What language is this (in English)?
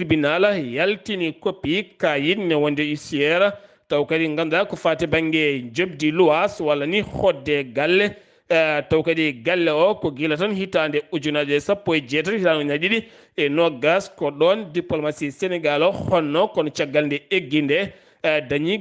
Fula